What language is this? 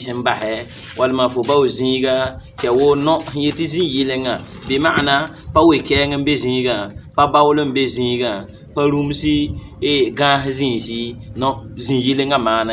Mossi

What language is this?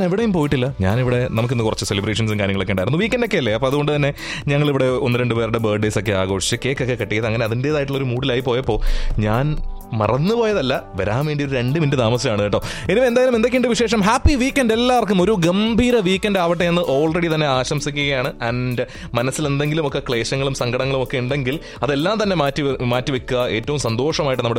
Malayalam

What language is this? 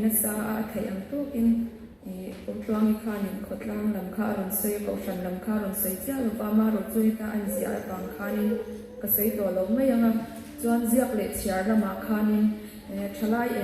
Mizo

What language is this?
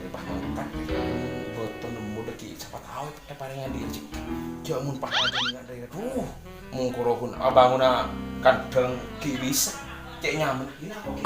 Madurese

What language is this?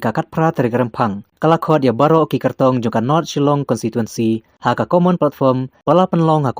Khasi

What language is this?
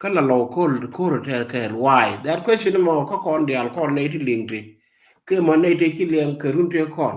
Nuer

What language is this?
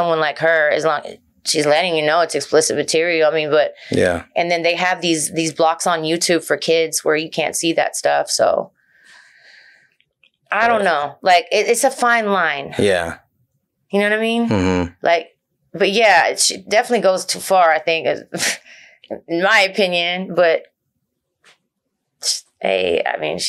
English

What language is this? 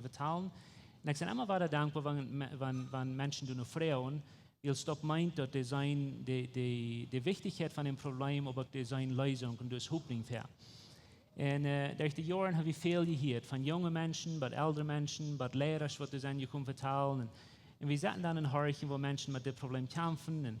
Plautdietsch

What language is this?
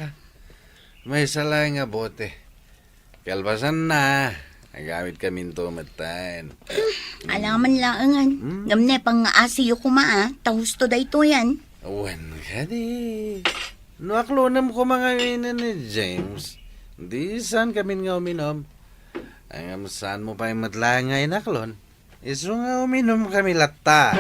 Iloko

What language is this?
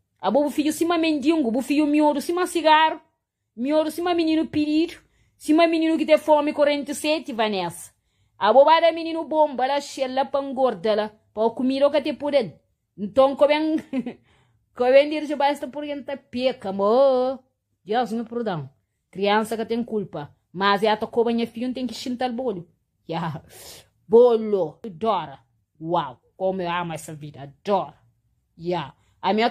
Kabuverdianu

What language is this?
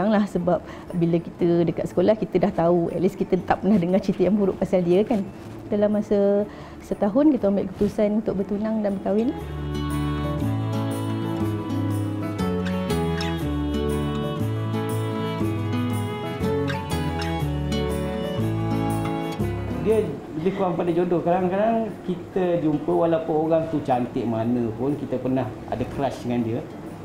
Malay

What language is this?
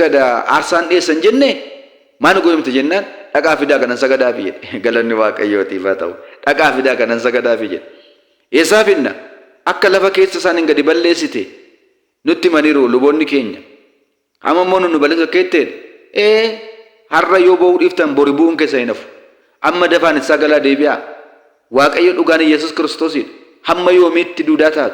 Oromo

